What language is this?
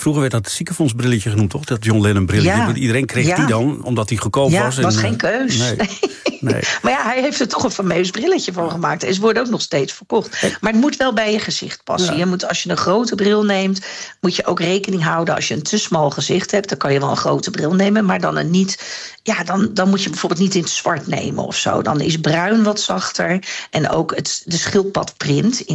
Dutch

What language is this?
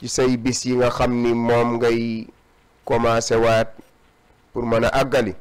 Wolof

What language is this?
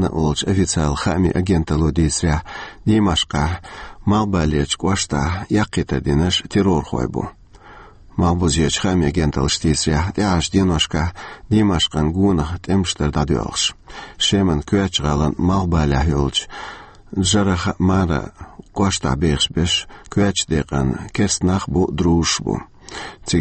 Chechen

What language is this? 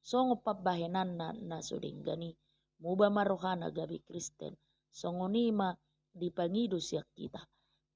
Batak Toba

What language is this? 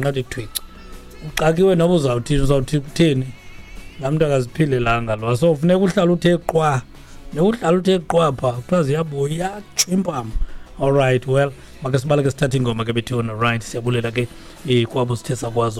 Xhosa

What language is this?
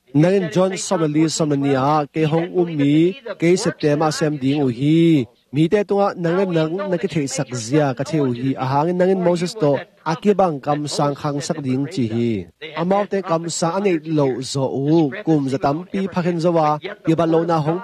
Tedim Chin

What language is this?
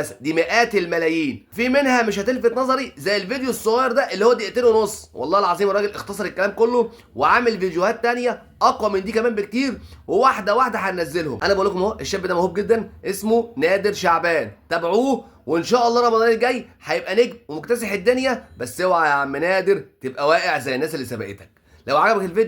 Egyptian Arabic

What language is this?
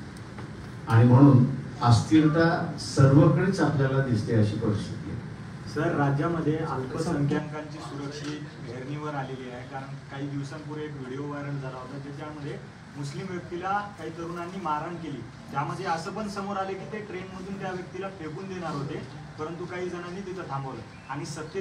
Marathi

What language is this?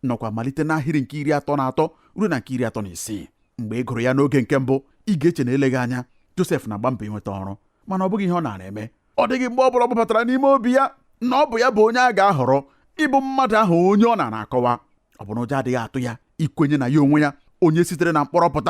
Igbo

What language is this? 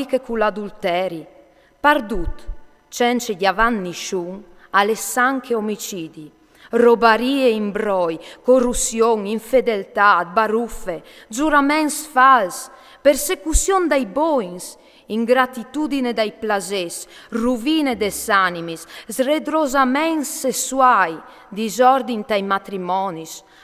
Friulian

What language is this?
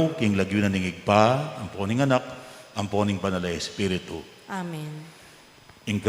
Pampanga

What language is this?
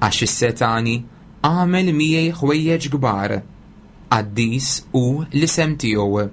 Maltese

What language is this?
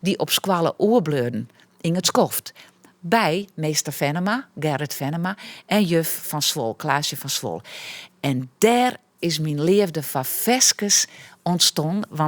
Western Frisian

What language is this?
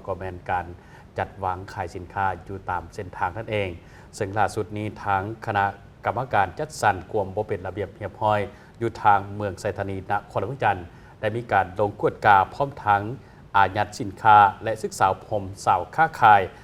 Lao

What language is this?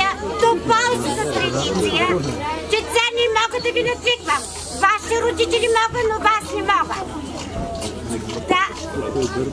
Bulgarian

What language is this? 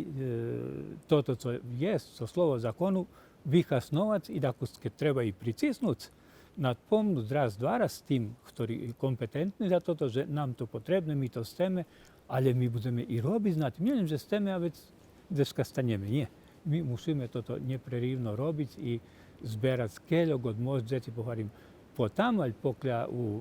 Rusyn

